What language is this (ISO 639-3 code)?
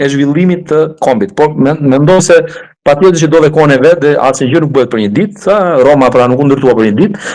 sqi